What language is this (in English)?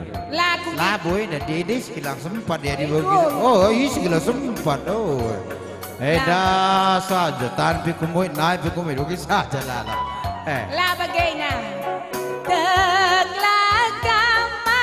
Batak Karo